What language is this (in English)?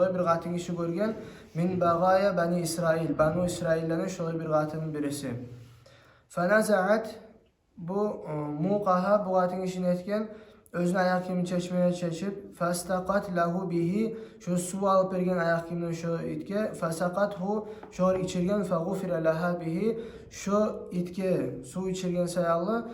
Kumyk